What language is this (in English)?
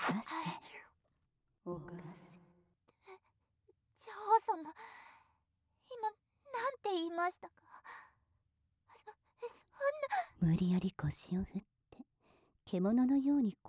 Japanese